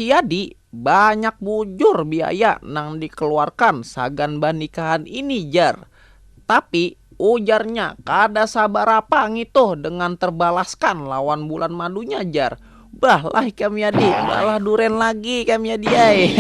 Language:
Banjar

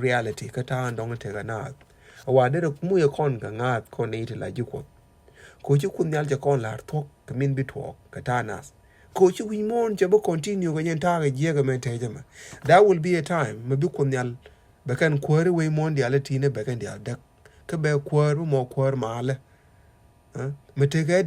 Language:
Nuer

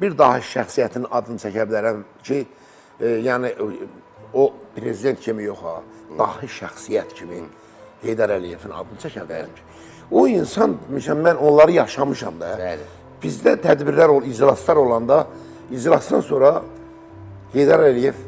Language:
Azerbaijani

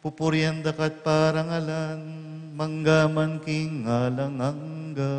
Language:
Pampanga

